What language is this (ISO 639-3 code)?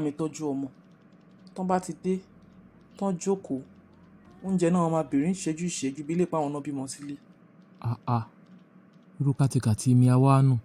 yor